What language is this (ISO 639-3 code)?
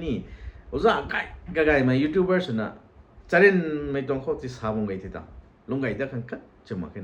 nbu